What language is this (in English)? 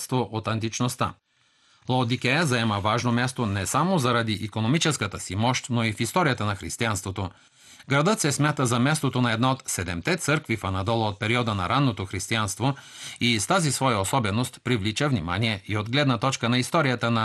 Bulgarian